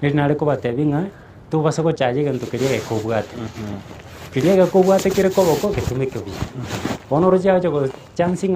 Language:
Gusii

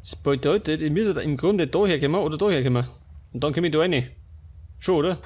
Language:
Bavarian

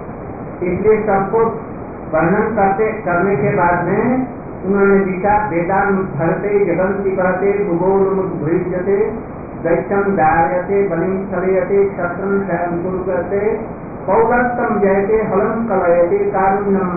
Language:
Hindi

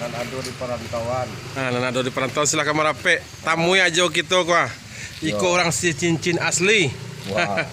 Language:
Minangkabau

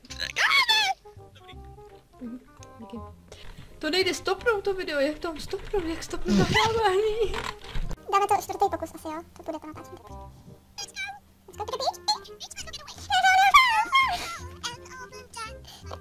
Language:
Czech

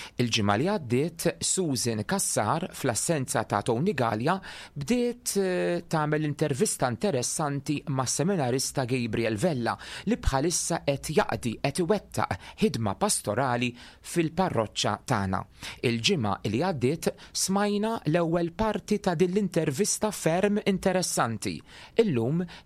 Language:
Maltese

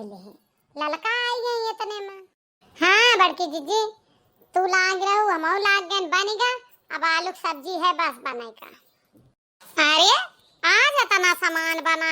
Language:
Awadhi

